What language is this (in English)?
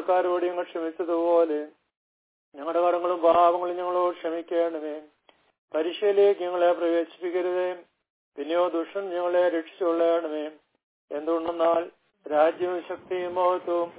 Malayalam